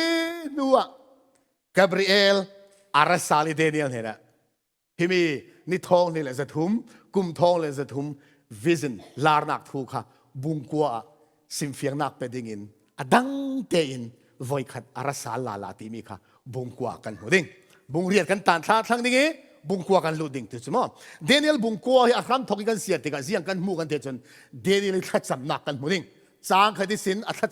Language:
Falam Chin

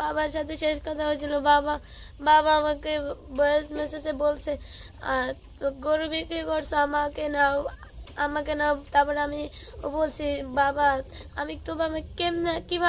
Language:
Bangla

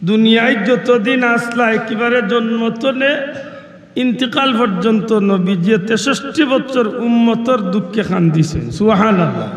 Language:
Sylheti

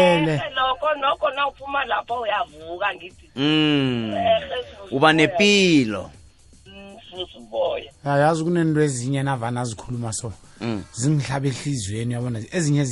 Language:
South Ndebele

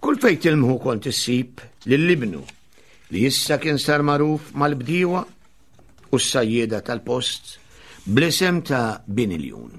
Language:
Maltese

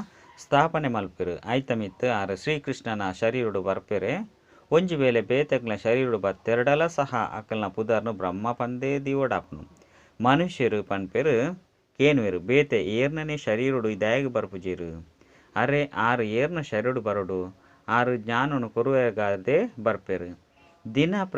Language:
Tulu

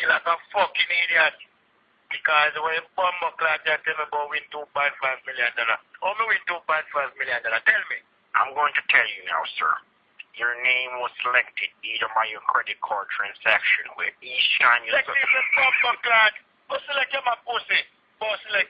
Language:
Jamaican Creole English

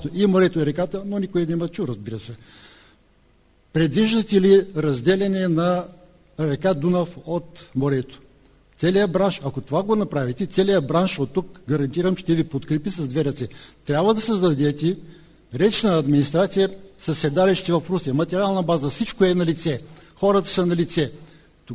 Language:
Bulgarian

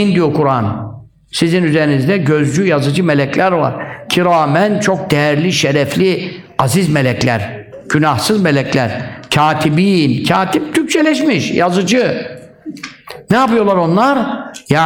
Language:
Turkish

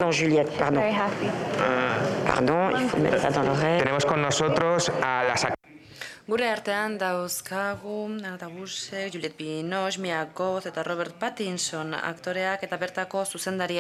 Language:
Basque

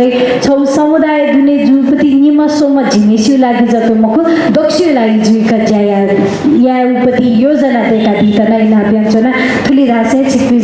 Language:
Newari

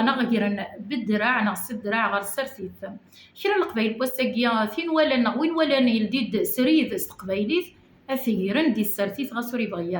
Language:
Kabyle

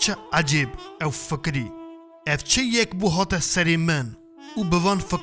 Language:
Kurdish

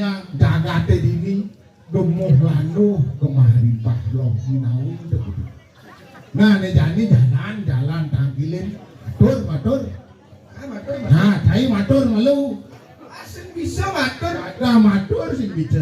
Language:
Balinese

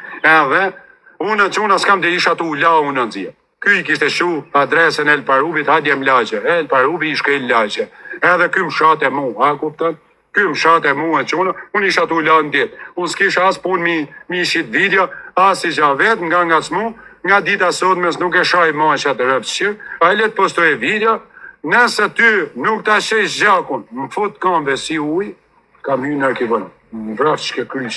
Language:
Albanian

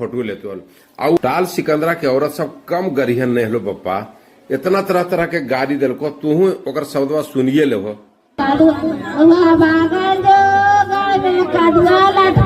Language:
Magahi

